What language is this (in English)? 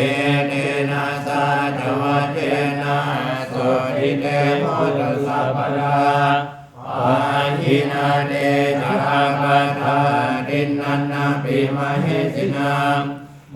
Pali